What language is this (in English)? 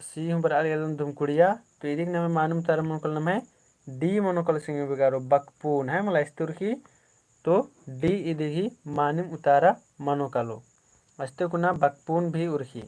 Kurukh